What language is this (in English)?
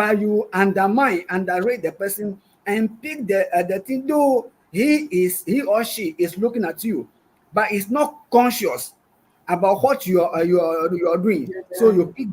Ewe